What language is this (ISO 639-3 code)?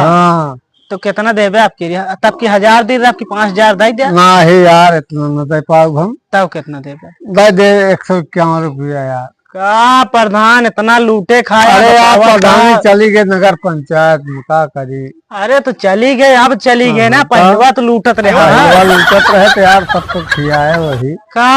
awa